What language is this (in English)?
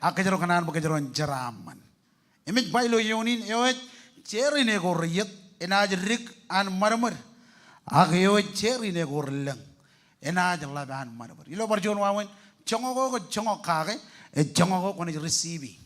Marshallese